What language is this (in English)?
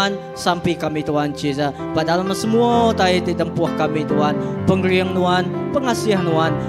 Iban